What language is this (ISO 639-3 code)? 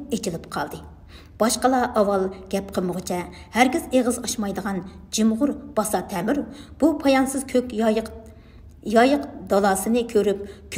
uig